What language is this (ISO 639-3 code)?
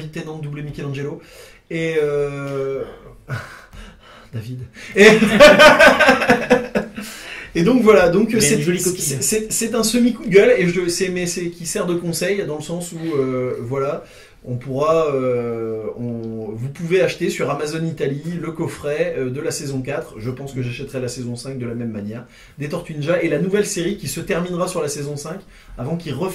fra